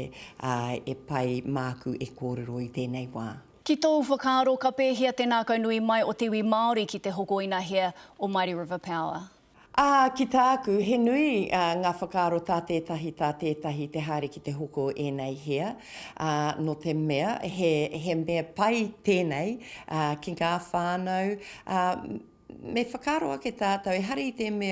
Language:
Māori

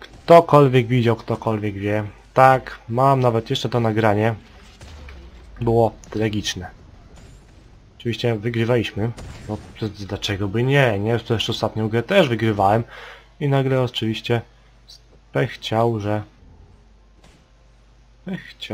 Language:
Polish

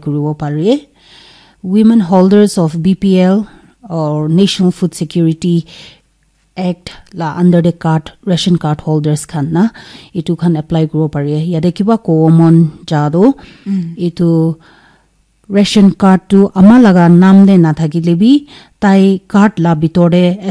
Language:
Naga Pidgin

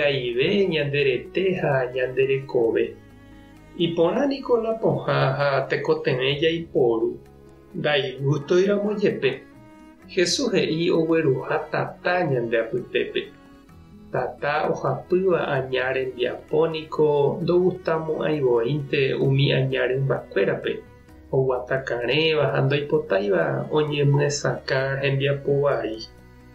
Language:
Guarani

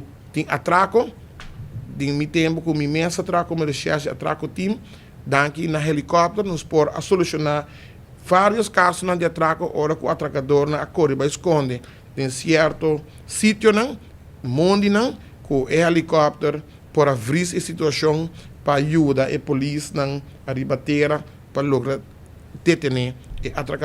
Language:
Papiamento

